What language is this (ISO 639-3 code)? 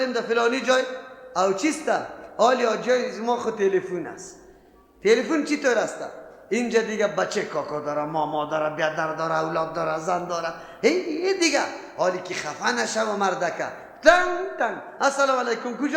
fas